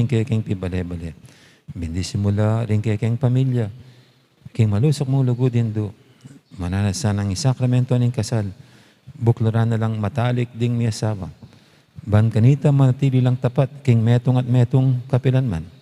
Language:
Pampanga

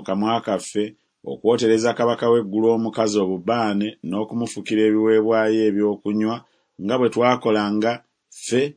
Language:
Ganda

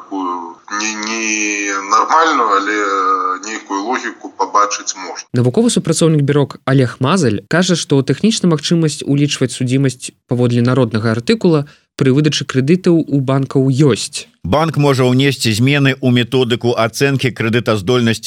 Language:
Belarusian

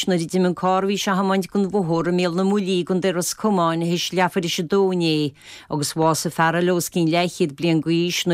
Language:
Irish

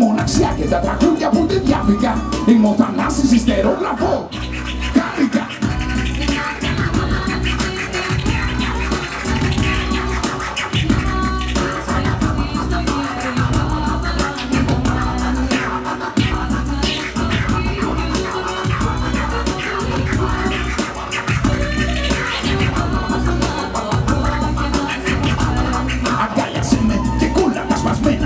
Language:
Greek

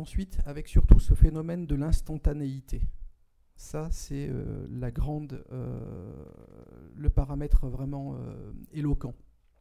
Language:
French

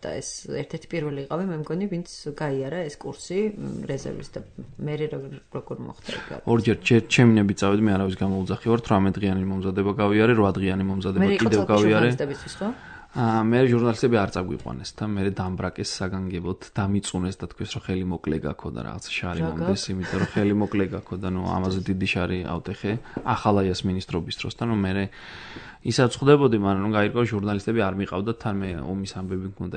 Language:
Georgian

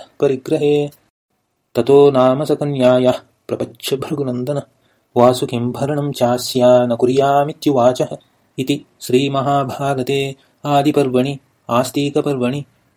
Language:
Sanskrit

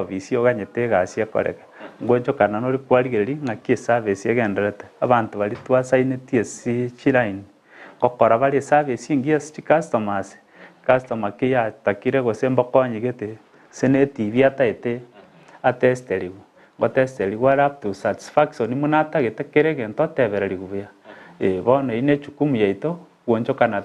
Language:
Gusii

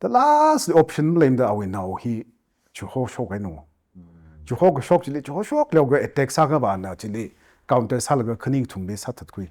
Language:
Tangkhul Naga (India)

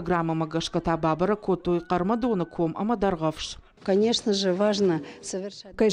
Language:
Ossetic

